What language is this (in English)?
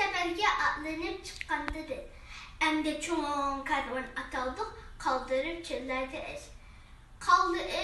Uyghur